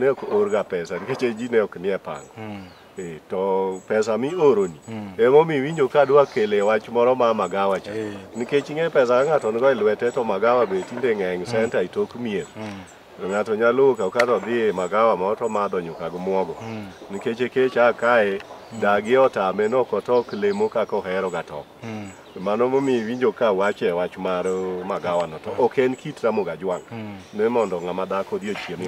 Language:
Luo (Kenya and Tanzania)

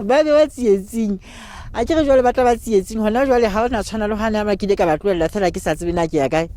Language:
Southern Sotho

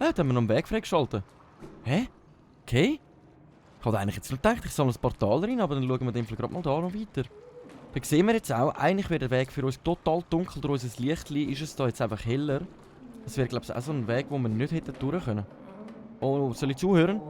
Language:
Swiss German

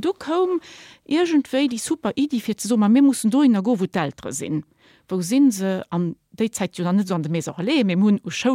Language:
Luxembourgish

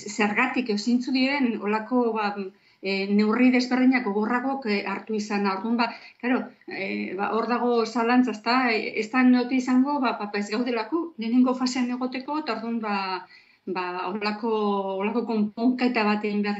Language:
Basque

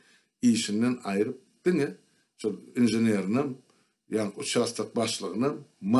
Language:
Turkmen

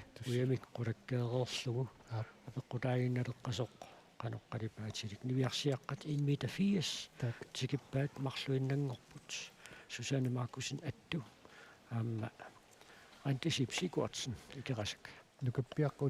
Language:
Kalaallisut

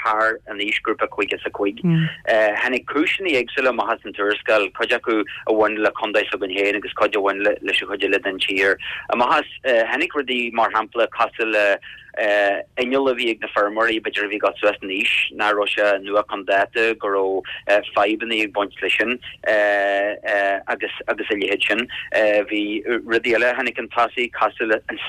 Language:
Irish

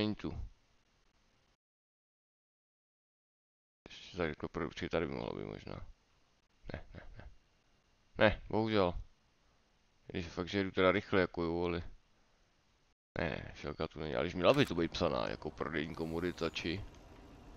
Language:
Czech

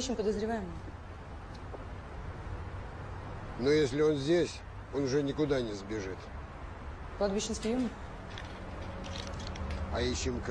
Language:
Russian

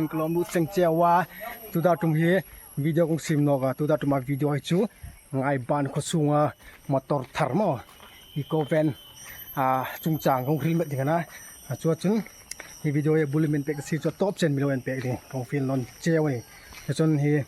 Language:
Hmar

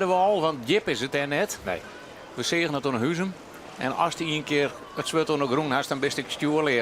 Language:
Western Frisian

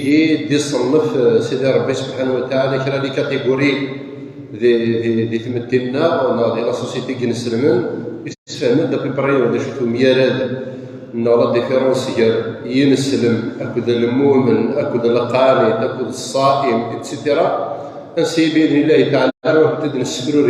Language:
Kabyle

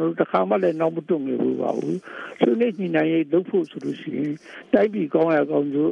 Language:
Burmese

